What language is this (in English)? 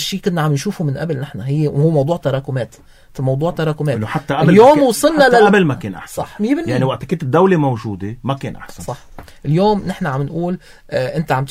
North Levantine Arabic